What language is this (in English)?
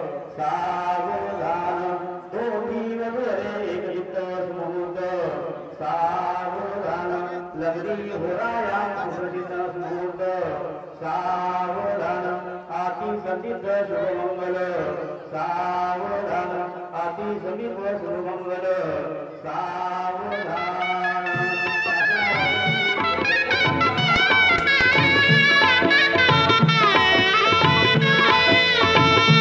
Marathi